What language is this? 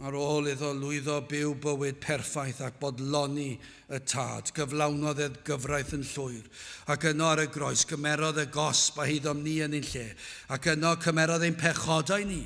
Welsh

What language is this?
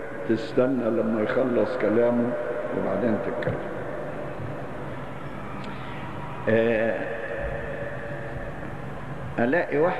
Egyptian Arabic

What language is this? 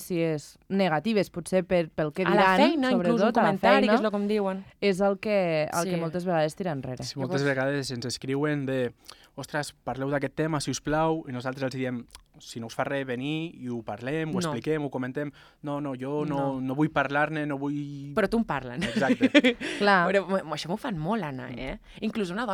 Catalan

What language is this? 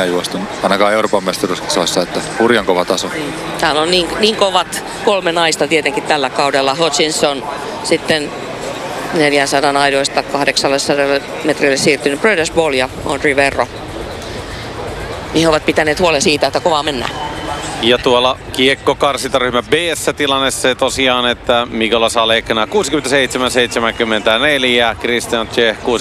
Finnish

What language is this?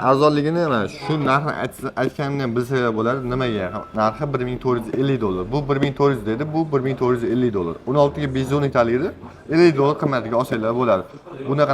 Uzbek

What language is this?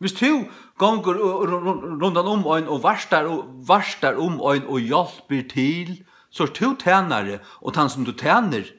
Faroese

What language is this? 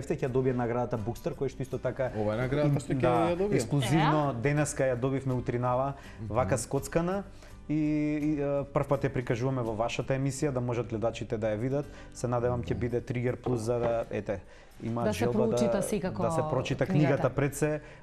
Macedonian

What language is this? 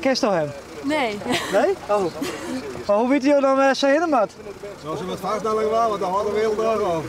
Western Frisian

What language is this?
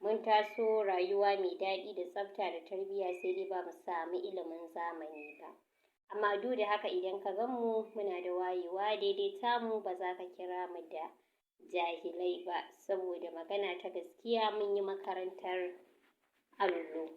Hausa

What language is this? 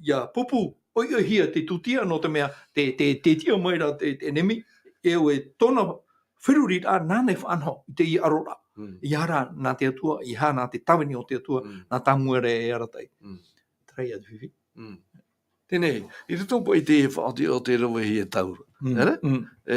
Tahitian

